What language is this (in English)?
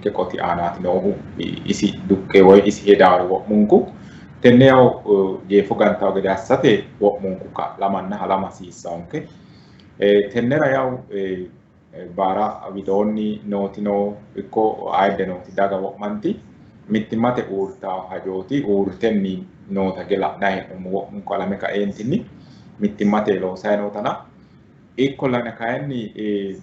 Sidamo